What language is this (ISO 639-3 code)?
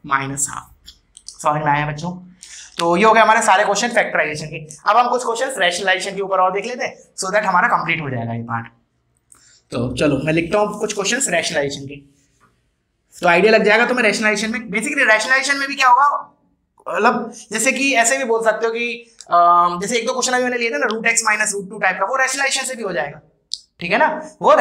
hin